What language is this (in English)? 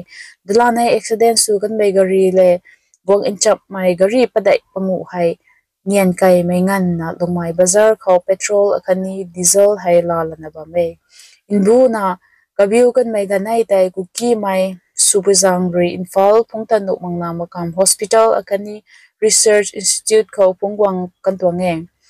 Rongmei Naga